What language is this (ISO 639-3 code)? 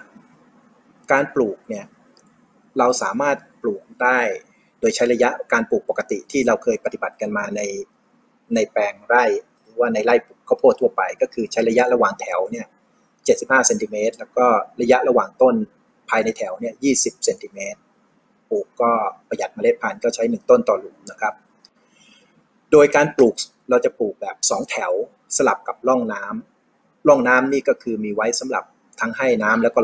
tha